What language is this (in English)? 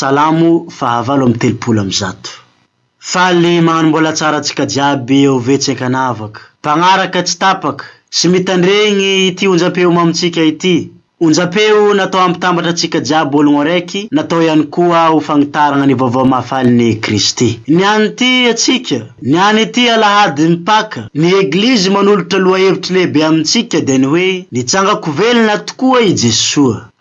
Malagasy